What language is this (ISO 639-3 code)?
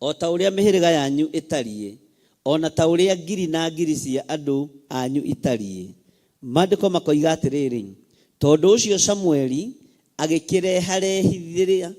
kik